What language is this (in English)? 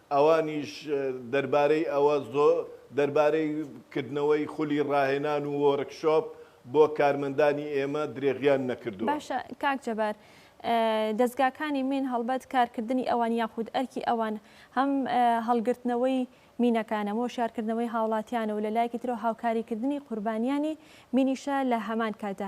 Central Kurdish